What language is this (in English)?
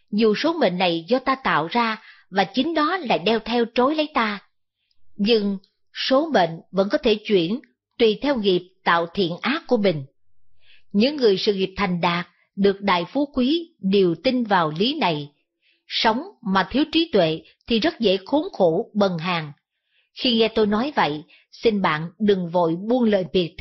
Vietnamese